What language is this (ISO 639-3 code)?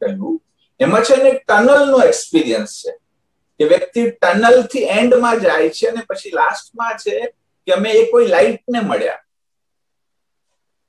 guj